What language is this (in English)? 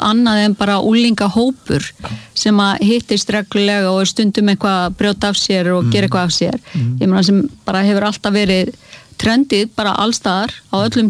Icelandic